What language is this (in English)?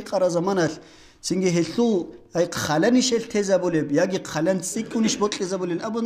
Avaric